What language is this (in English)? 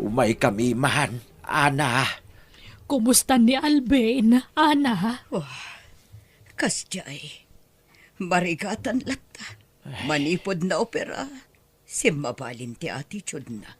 Iloko